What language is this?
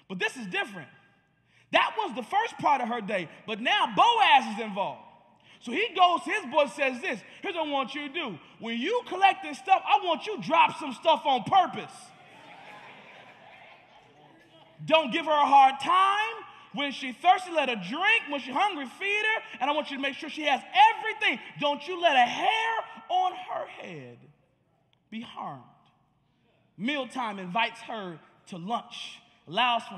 English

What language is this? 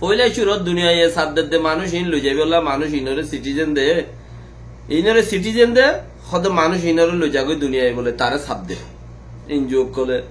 Rohingya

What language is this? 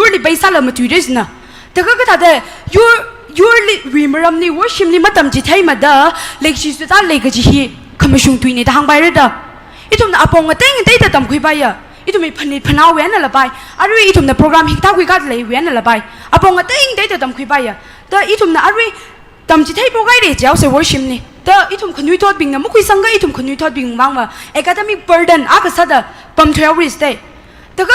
Tangkhul Naga (India)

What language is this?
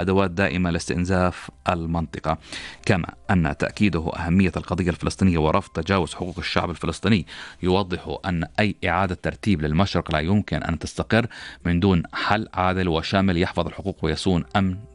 Arabic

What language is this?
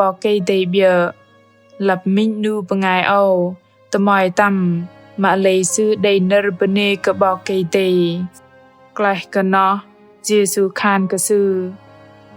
Bahnar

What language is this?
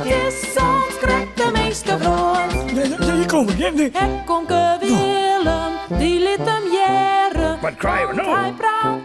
Western Frisian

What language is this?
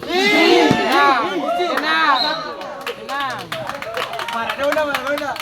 Ambonese Malay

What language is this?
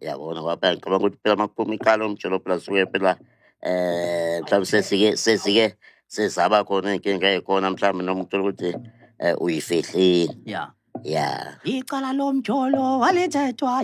Zulu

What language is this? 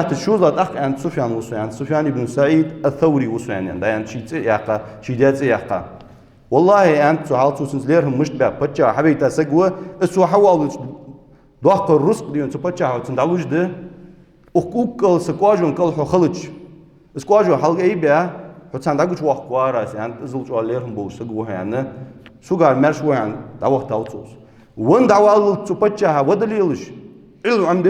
Ingush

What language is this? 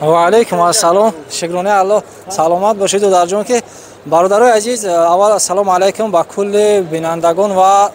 Tajik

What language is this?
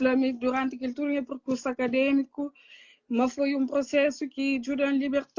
Kabuverdianu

